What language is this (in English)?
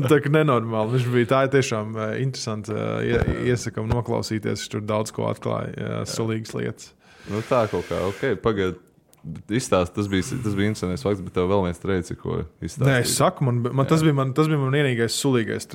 Latvian